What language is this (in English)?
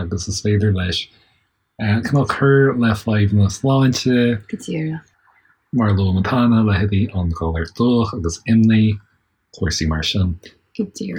Irish